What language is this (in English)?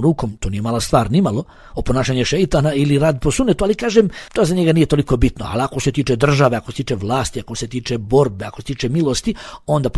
Bosnian